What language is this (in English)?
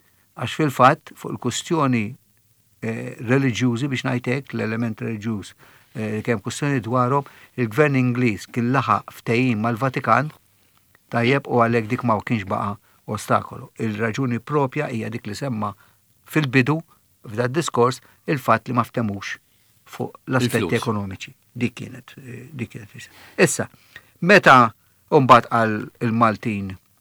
Maltese